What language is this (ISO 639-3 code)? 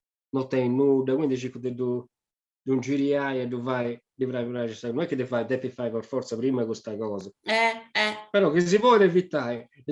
srd